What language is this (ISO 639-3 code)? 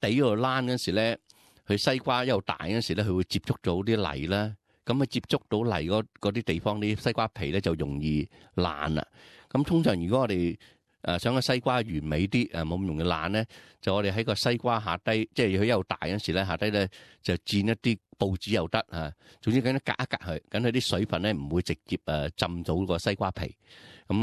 yue